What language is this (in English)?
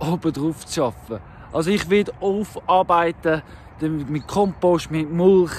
Swiss German